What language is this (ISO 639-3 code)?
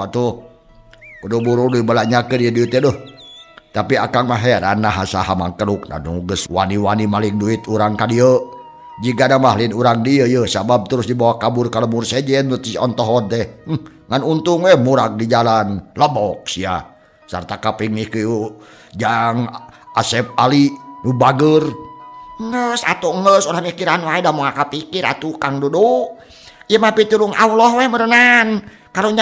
sun